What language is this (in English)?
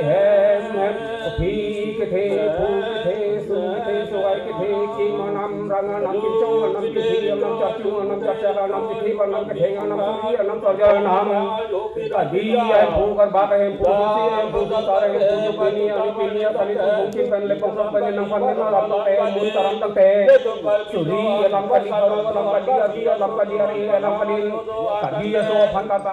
Karbi